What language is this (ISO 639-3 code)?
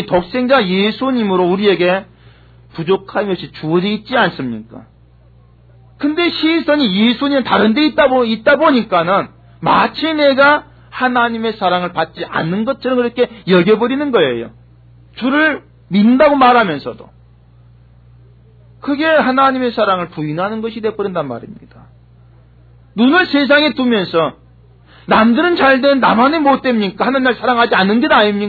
kor